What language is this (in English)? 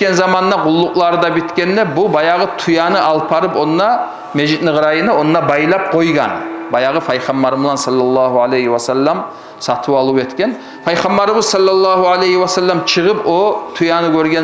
Kumyk